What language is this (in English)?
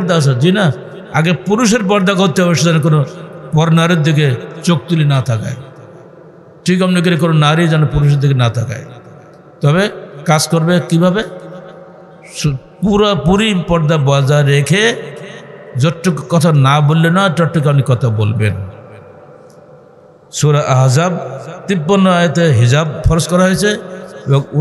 Bangla